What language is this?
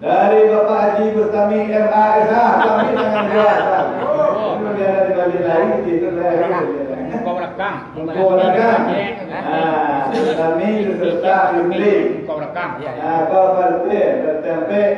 Minangkabau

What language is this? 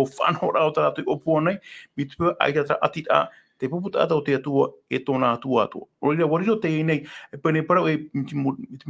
Tahitian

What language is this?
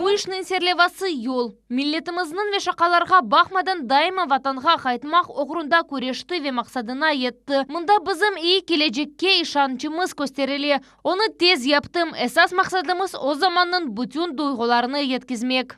Crimean Tatar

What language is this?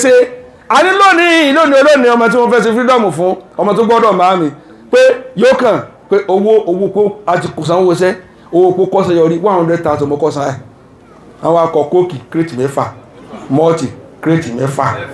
Yoruba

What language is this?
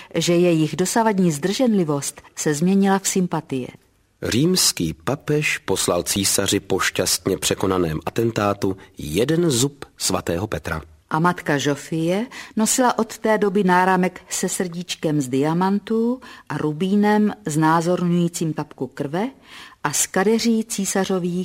Czech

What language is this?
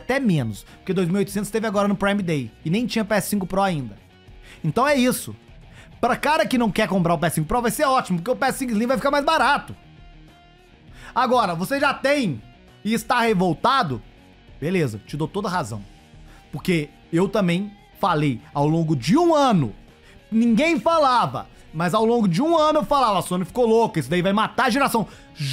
Portuguese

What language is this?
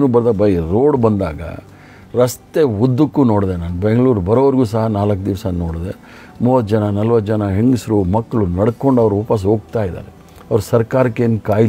Kannada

